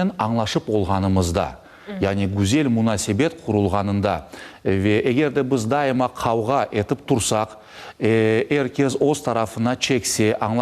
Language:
Crimean Tatar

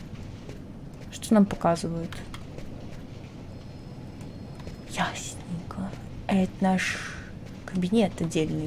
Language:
Russian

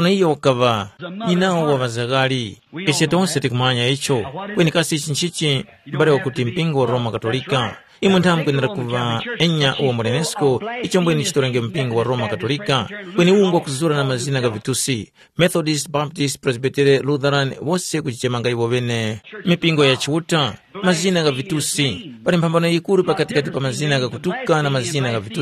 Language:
Tumbuka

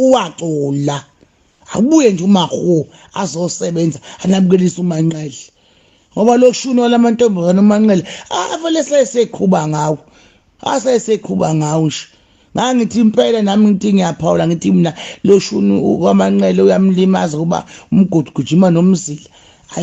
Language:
Zulu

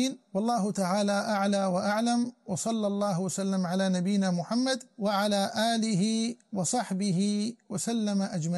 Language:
Baluchi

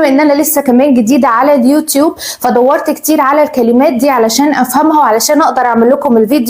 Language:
Egyptian Arabic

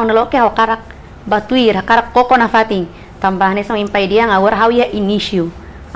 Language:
Tetum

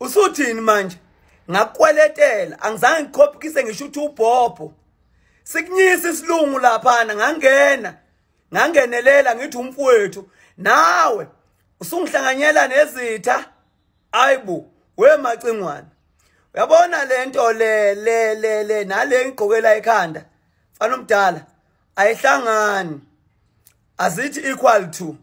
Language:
Zulu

